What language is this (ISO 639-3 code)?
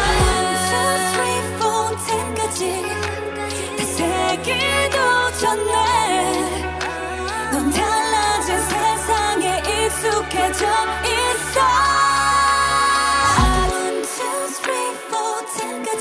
kor